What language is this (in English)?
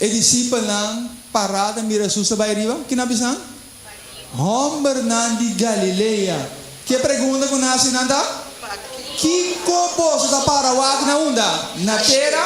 Papiamento